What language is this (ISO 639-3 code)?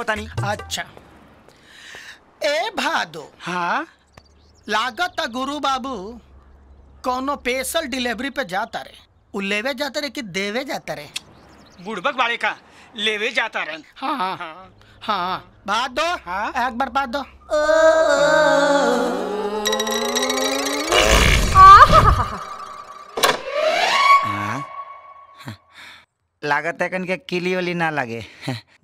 bho